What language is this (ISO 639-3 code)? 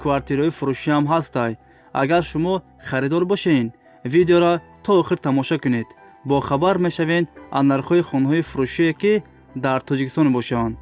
tgk